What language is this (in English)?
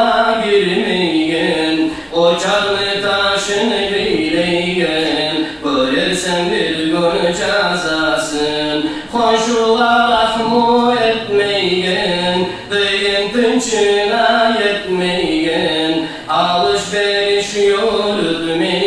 Kumyk